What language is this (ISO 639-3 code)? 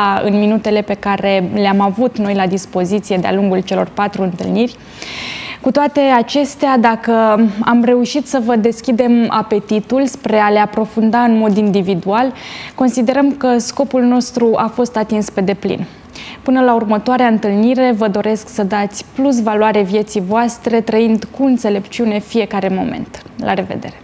ron